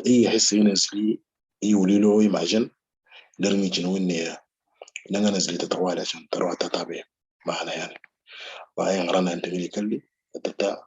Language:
Moro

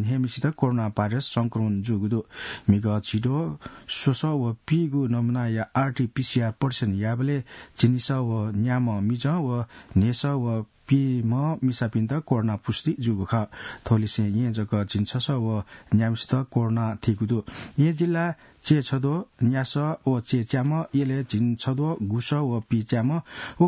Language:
Newari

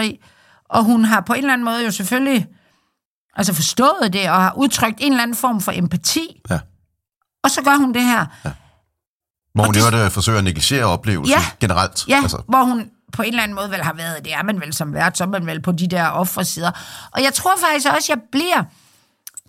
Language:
Danish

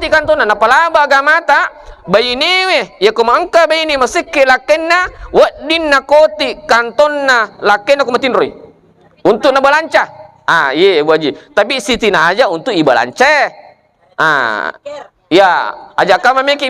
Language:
Buginese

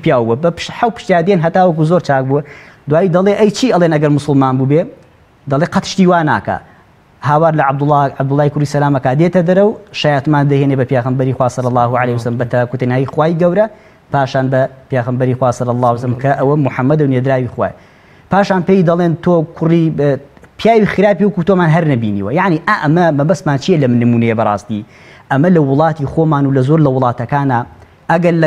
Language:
Central Kurdish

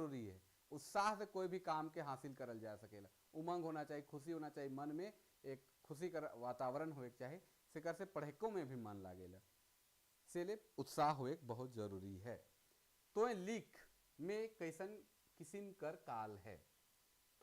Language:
Sadri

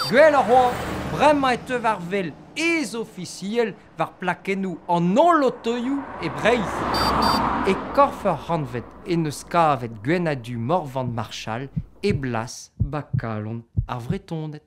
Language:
Breton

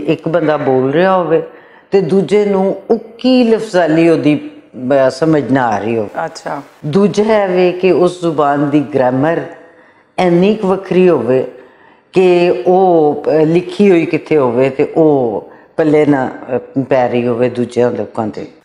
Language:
Western Panjabi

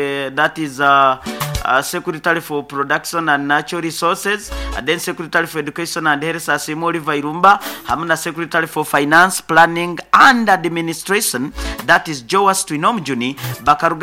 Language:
Nyoro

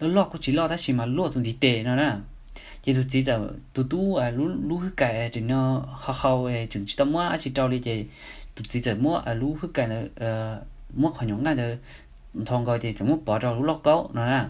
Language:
Hmong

